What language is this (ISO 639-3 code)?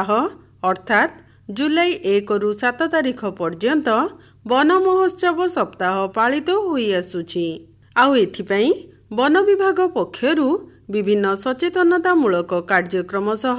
ori